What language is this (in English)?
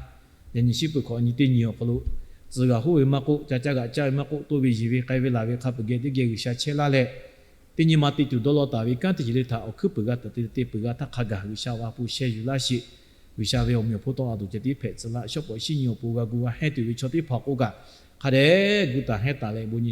Lahu